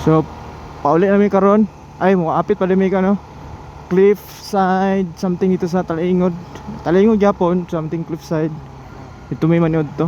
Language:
Cebuano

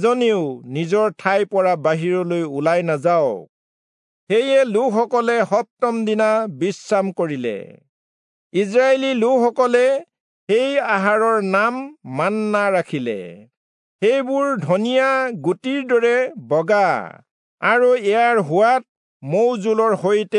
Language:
Assamese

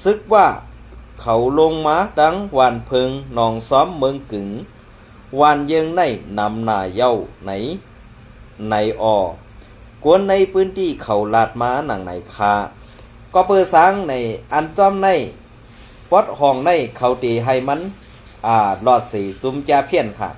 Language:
Shan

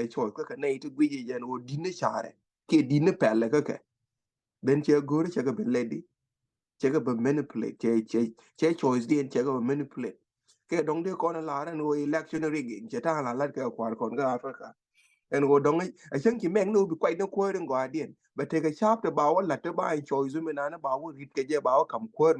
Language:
Nuer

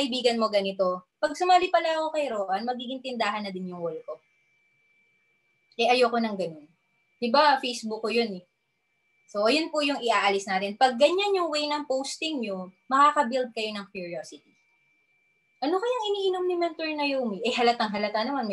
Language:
Filipino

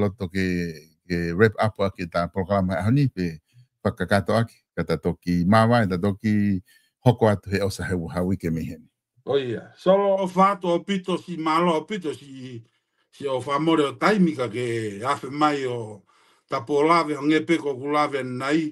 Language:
Tongan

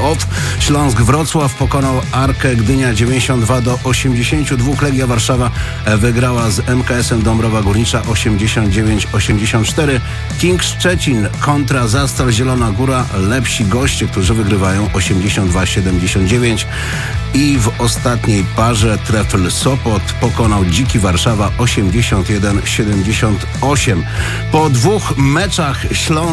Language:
Polish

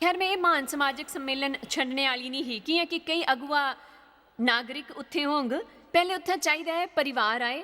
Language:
Dogri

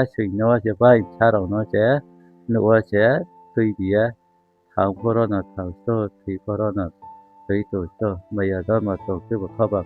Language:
Riang (India)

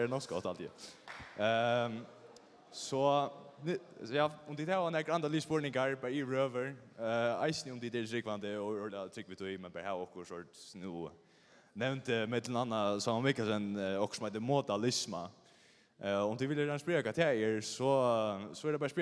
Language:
Faroese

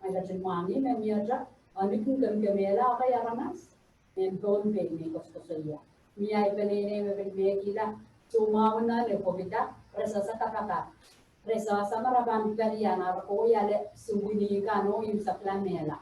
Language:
Pohnpeian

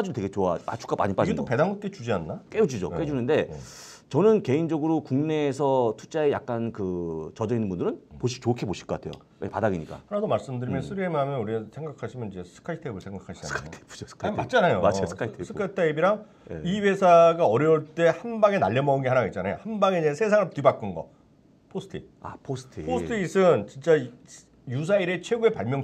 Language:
Korean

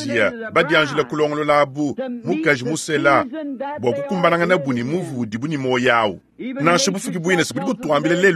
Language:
Luba-Lulua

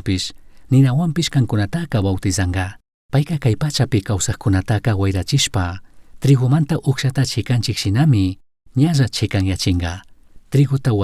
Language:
Chimborazo Highland Quichua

